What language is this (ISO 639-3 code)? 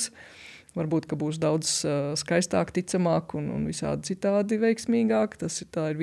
lav